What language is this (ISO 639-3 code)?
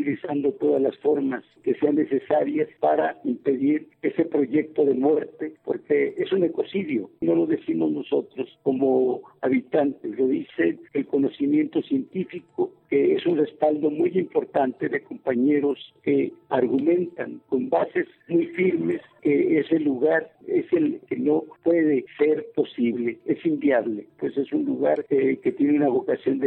spa